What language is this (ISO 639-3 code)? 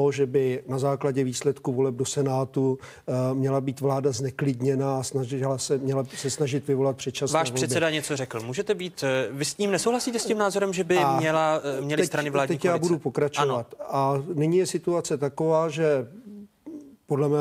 ces